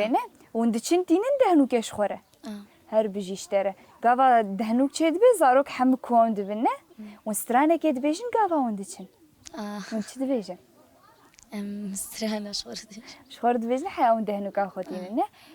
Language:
Kurdish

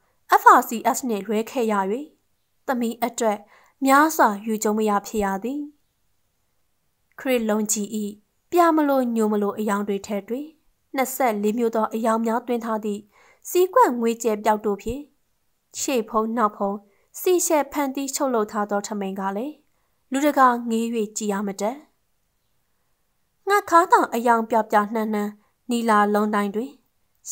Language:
Burmese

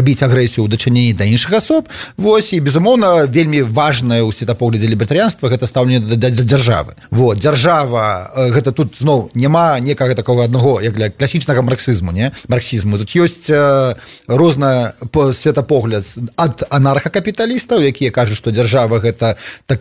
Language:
Belarusian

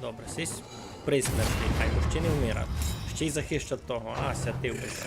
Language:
Rusyn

